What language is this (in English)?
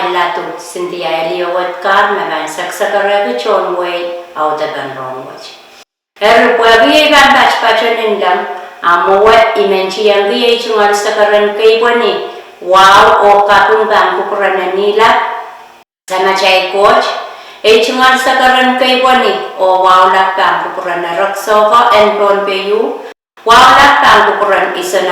Pohnpeian